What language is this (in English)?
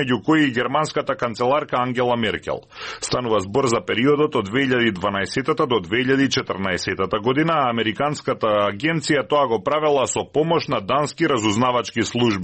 Macedonian